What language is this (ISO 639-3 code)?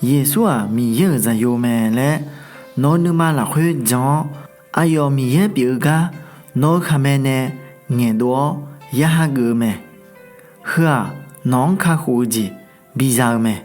ahk